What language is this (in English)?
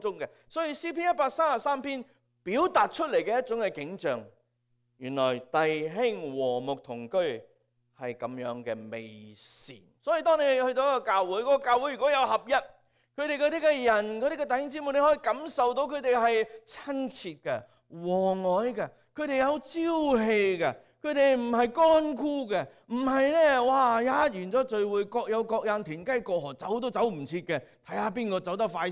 Cantonese